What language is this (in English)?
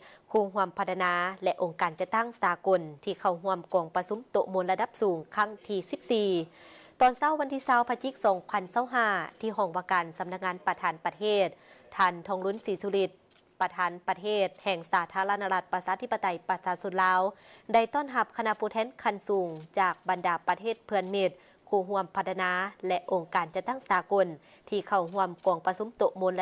Lao